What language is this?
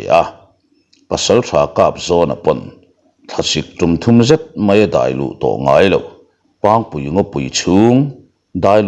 Mizo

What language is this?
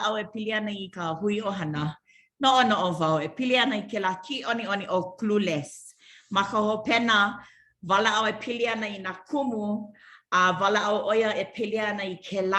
Hawaiian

